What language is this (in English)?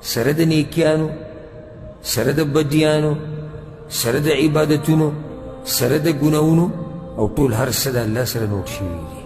Pashto